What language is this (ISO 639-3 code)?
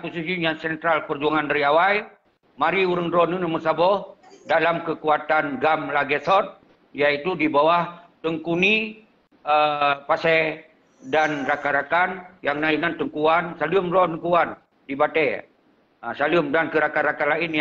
ace